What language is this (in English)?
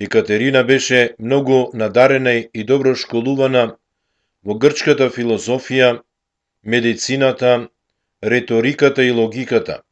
Macedonian